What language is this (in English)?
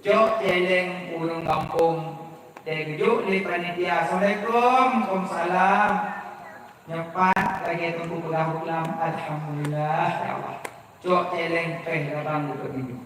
Achinese